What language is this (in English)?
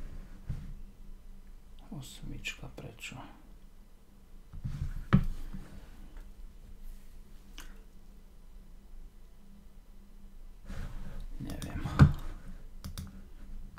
Slovak